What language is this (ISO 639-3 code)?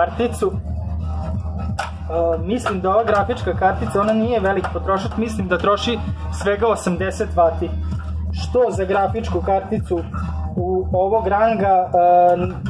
srp